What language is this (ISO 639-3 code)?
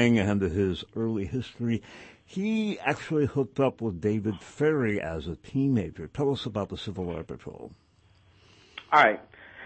eng